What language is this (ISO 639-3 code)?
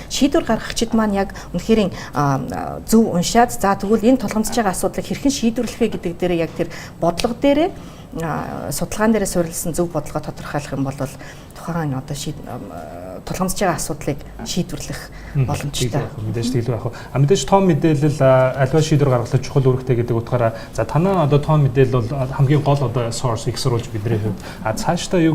mon